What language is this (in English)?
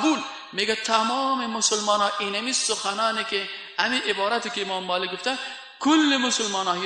Persian